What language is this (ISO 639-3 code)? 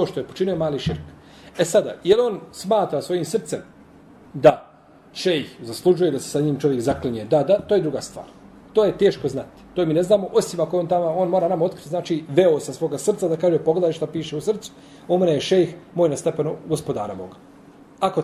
bos